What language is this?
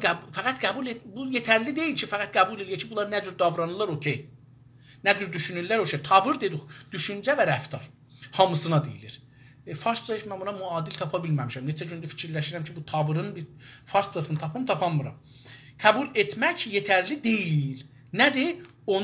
South Azerbaijani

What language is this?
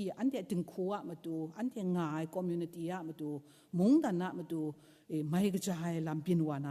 Kachin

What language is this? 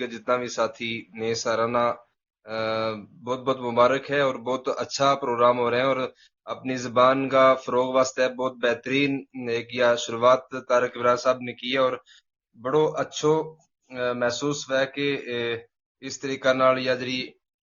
Gujari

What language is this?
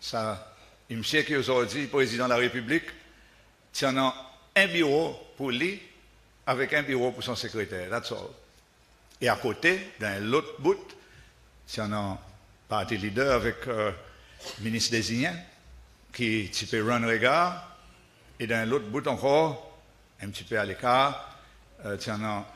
Seselwa Creole French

